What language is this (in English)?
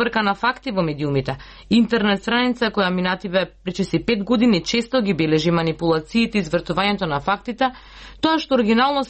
Macedonian